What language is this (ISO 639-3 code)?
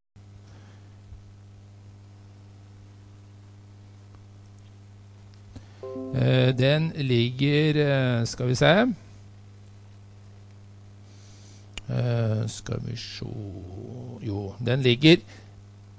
nor